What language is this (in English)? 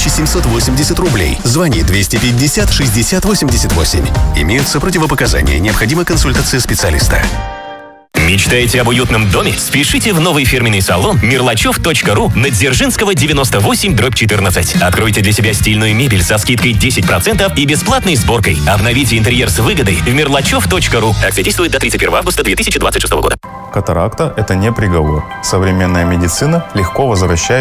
Russian